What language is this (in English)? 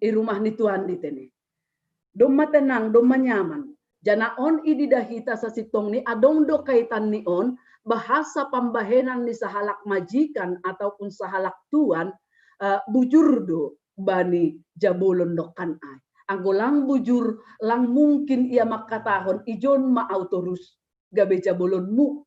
Batak Simalungun